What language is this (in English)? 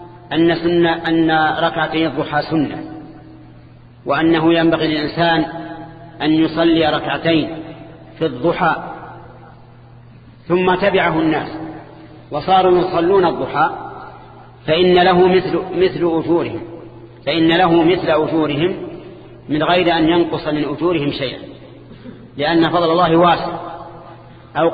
Arabic